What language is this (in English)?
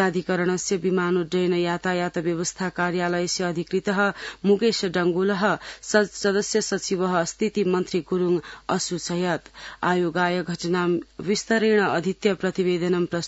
Sanskrit